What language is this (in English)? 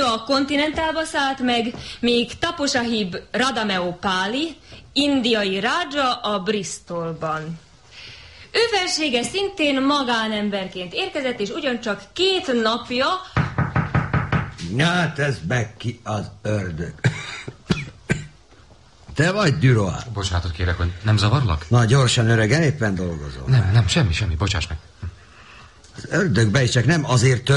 Hungarian